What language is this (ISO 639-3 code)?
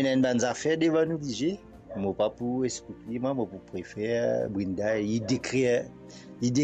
mfe